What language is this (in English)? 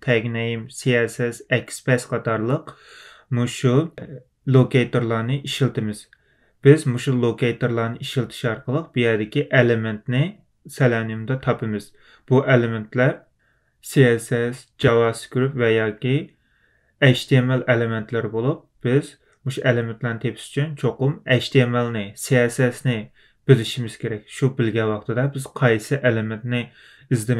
Uyghur